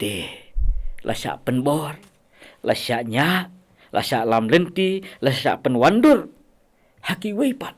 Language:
Khasi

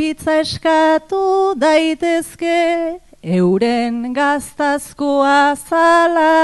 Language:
Basque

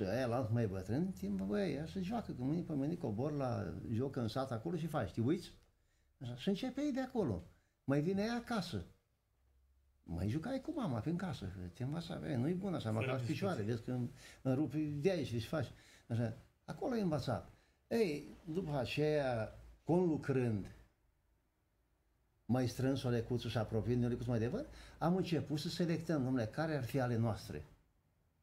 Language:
Romanian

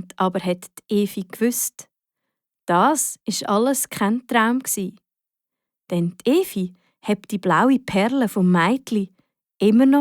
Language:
Swiss German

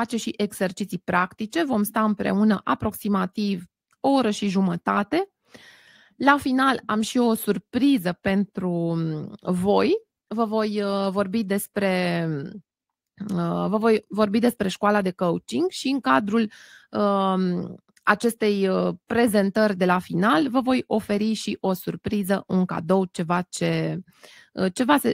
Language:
Romanian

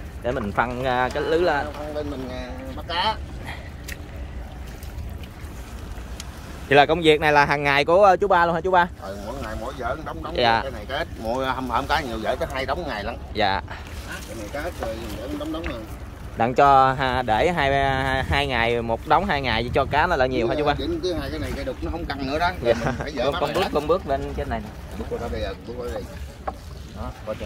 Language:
Vietnamese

